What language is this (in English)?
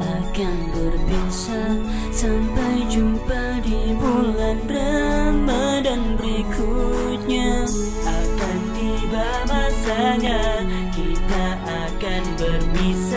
Indonesian